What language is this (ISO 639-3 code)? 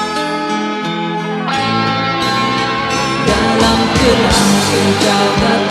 msa